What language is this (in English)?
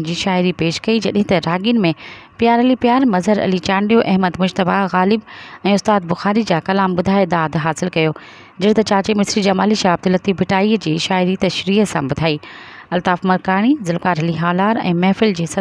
Sindhi